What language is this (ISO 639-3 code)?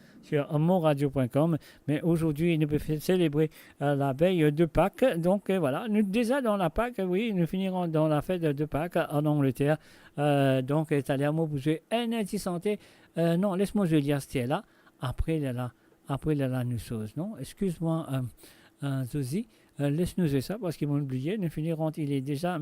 mfe